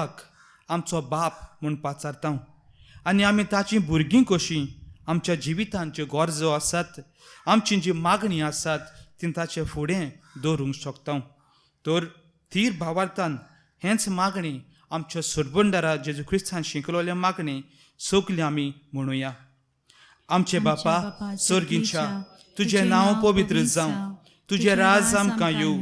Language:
Konkani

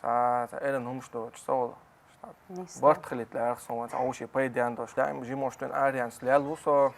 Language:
Chechen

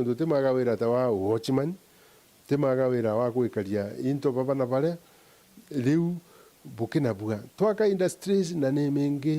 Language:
Meru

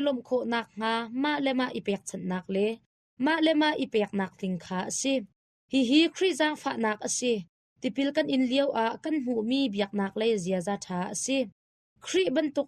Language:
Hakha Chin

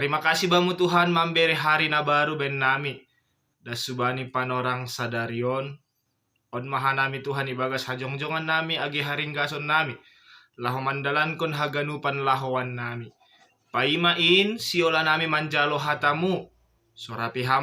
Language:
Batak Simalungun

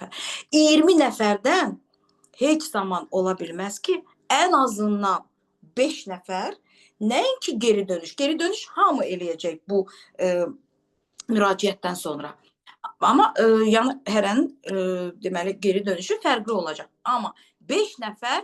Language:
Azerbaijani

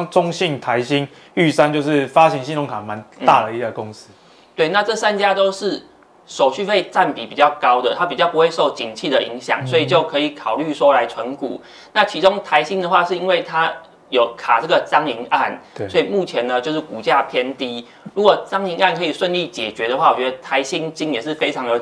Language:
Chinese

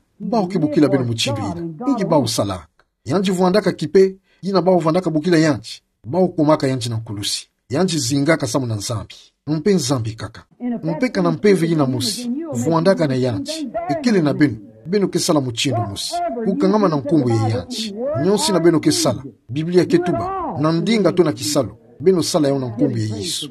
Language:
Kituba (Democratic Republic of Congo)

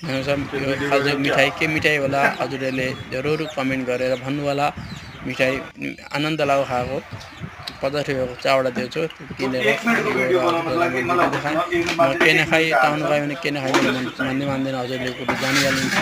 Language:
Nepali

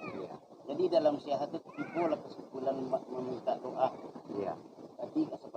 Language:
Minangkabau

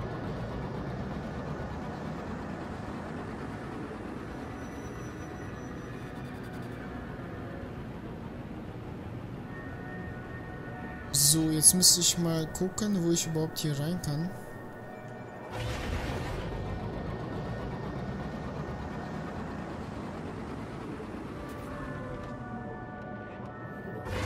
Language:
German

